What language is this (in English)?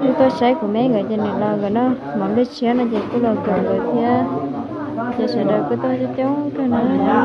Hmong